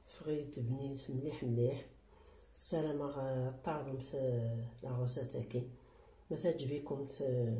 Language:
Kabyle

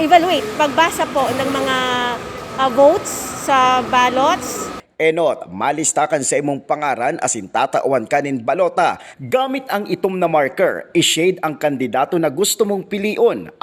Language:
Bikol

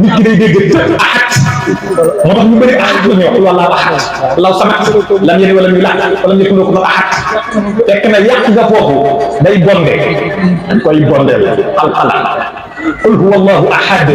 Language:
Wolof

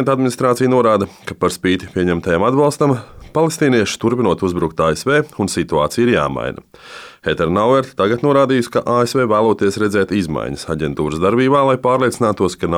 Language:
Latvian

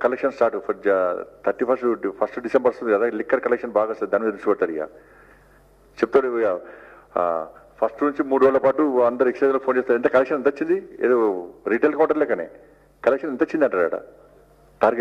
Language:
Telugu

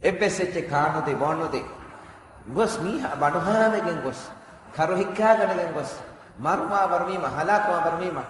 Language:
Divehi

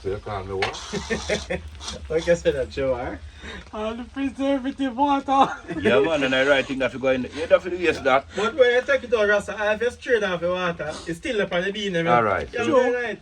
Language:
Jamaican Creole English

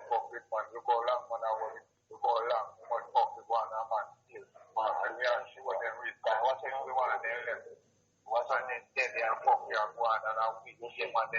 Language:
Jamaican Creole English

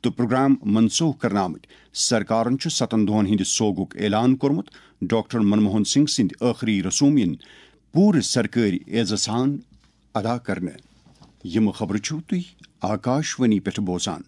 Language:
Kashmiri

